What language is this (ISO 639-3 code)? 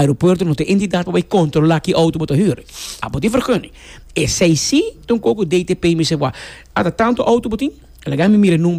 pap